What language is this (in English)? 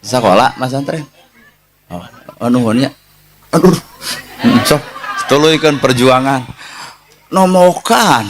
Sundanese